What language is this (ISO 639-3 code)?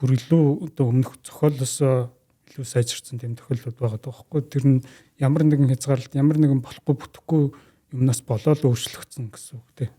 mon